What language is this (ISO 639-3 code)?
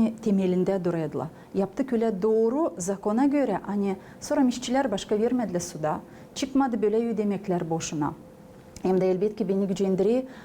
gag